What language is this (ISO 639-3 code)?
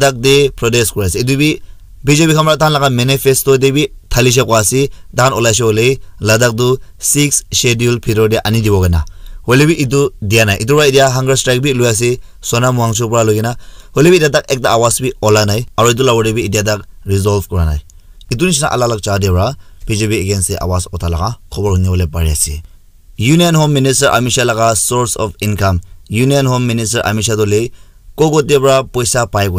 nag